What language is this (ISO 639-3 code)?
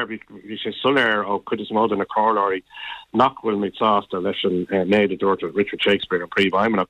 gle